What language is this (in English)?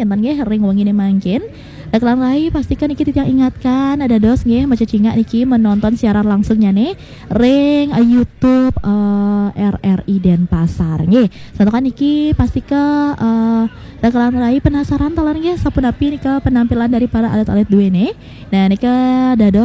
Balinese